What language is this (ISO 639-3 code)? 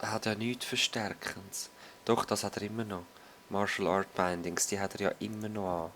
gsw